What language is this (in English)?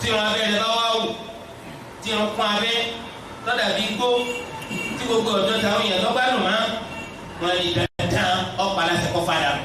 Yoruba